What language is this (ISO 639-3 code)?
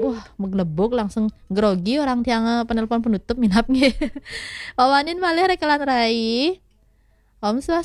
ban